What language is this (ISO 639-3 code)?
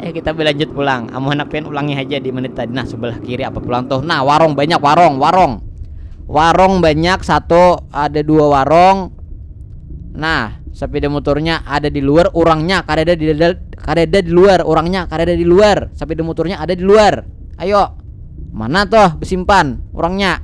bjn